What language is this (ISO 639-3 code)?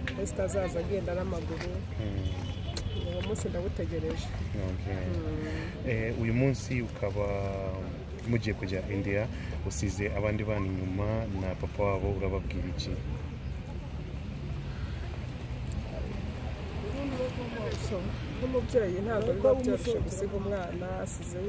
kin